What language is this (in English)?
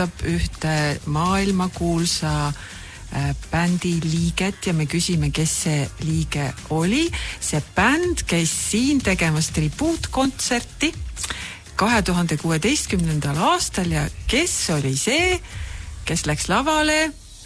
Estonian